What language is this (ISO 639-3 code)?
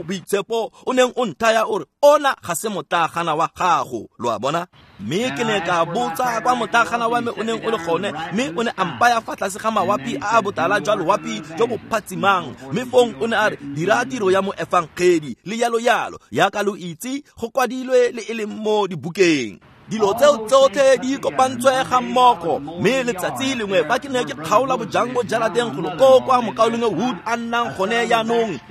tsn